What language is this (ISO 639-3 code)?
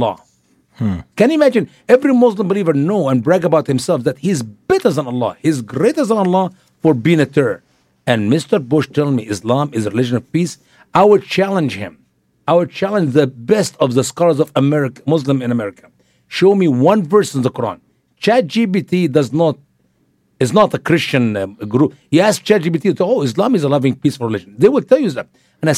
eng